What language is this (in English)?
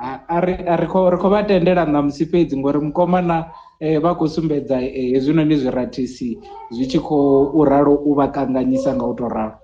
Venda